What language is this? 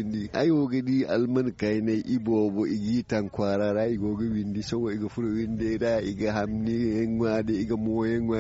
Zarma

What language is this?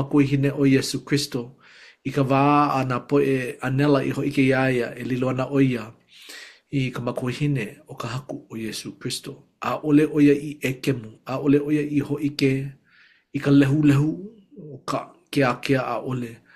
Hawaiian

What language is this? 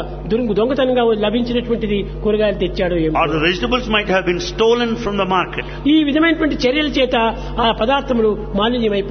Telugu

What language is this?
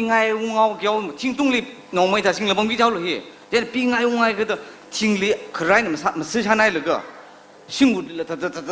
Tangkhul Naga (India)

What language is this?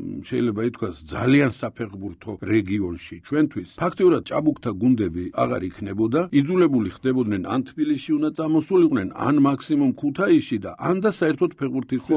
Georgian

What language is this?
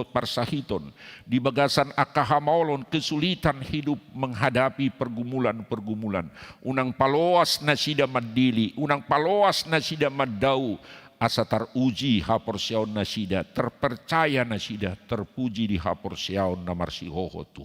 Batak Toba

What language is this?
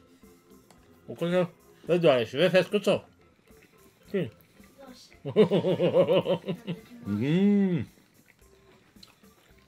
Greek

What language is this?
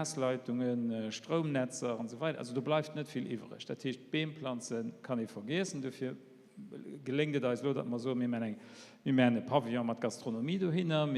Luxembourgish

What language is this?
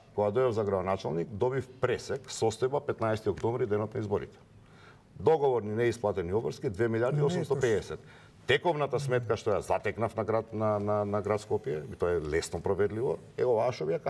Macedonian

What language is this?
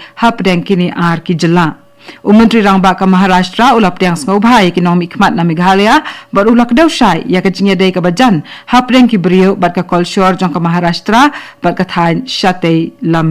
Khasi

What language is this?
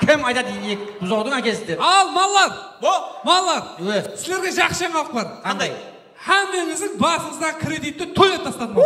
Kara-Kalpak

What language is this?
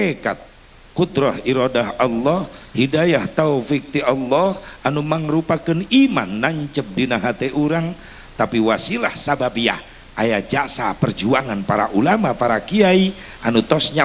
Sundanese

